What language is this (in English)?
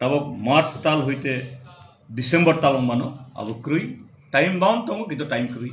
Kok Borok